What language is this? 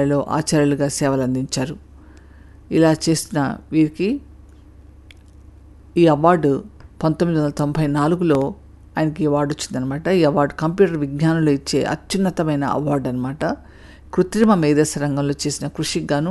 Telugu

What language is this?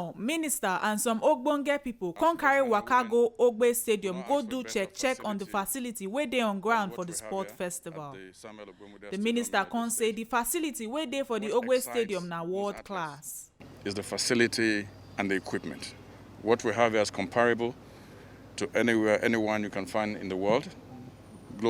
Nigerian Pidgin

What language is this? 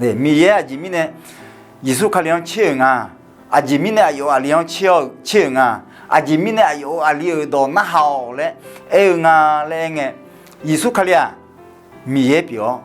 Akha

